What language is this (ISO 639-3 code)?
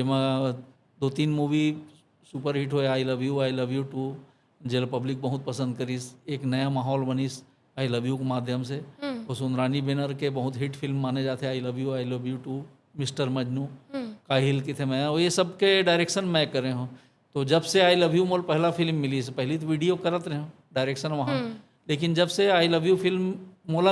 hne